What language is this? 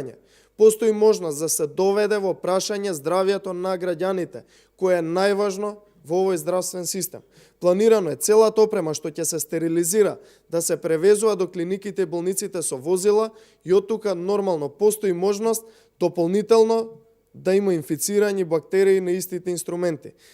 Macedonian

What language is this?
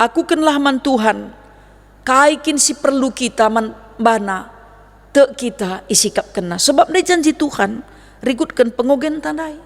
Batak Karo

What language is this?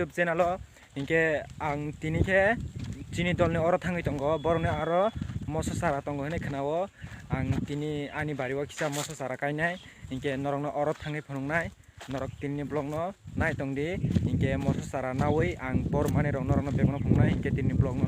Kok Borok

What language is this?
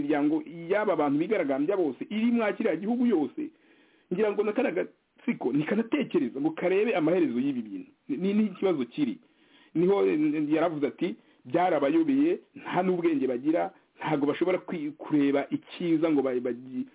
Kinyarwanda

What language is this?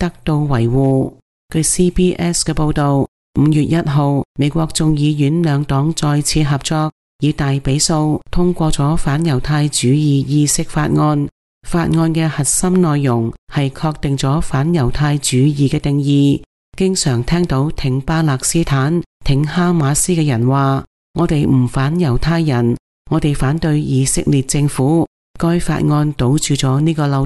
Cantonese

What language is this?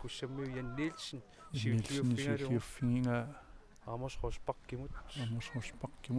Kalaallisut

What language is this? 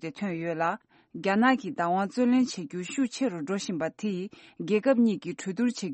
Tibetan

